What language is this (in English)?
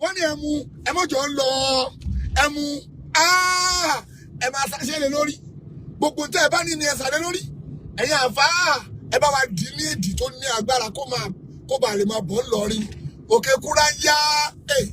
Yoruba